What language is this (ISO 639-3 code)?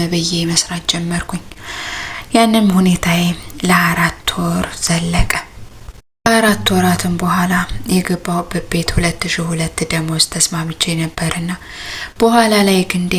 amh